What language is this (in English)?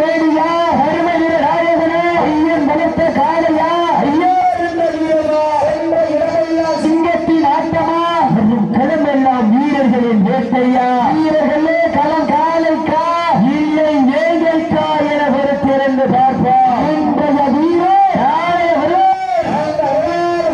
Tamil